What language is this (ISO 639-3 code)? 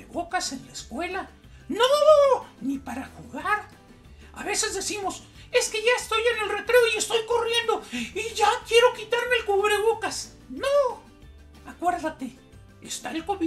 spa